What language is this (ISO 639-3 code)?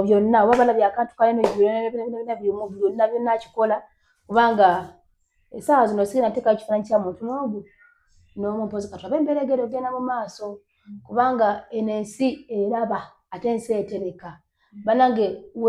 lug